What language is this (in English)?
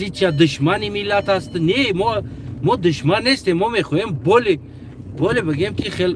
Tajik